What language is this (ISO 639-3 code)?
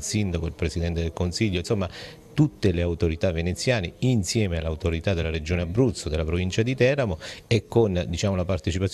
ita